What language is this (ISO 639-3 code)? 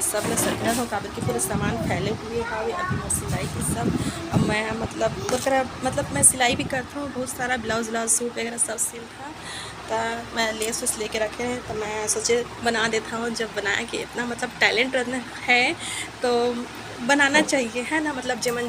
hne